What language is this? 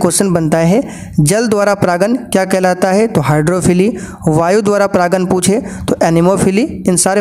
Hindi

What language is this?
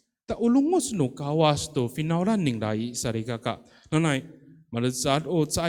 Amis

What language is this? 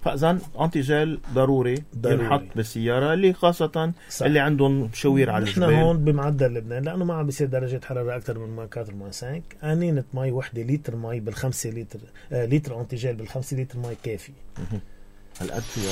North Levantine Arabic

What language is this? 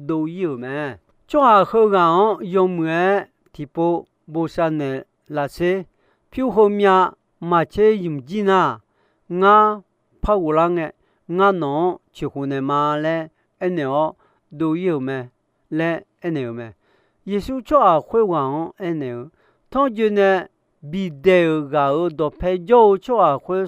Akha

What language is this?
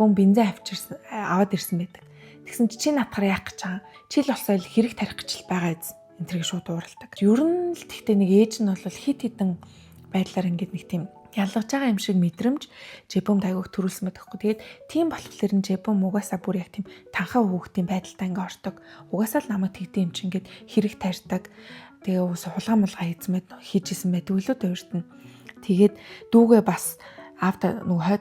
Mongolian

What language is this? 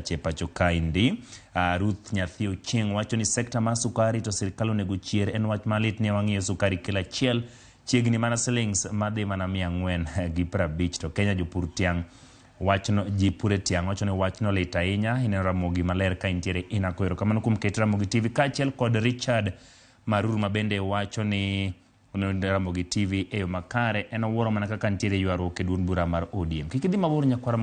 Luo (Kenya and Tanzania)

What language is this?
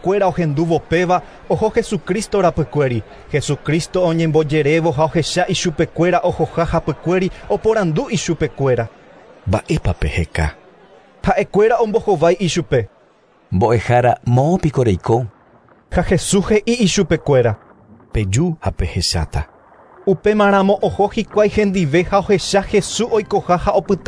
Guarani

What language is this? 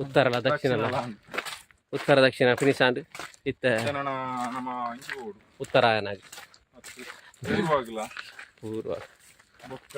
Tulu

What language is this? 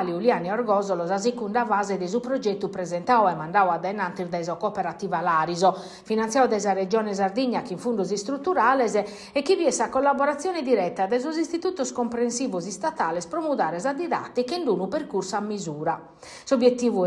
Sardinian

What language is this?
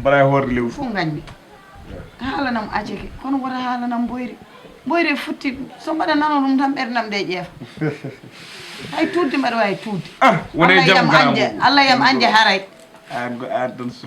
Fula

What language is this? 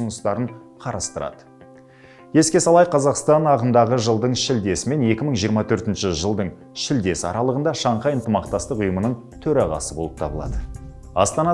Kazakh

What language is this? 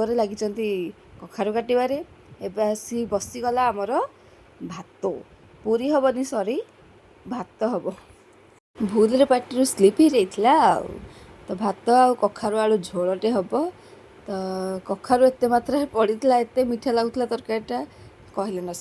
Odia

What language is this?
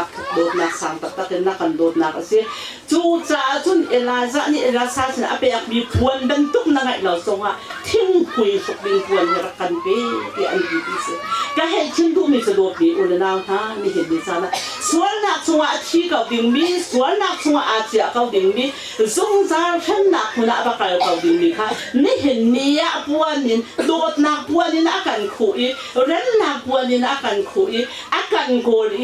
Hakha Chin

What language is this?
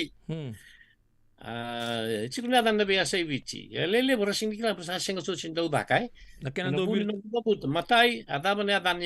Fijian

